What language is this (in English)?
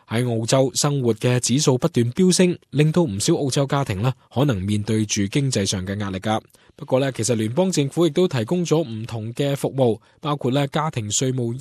Cantonese